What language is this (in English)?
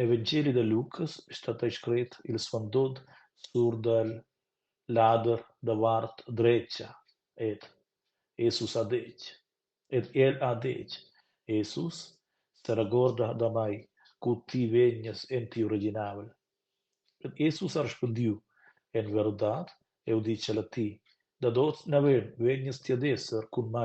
Romansh